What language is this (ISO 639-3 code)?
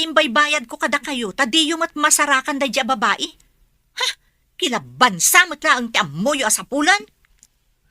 ilo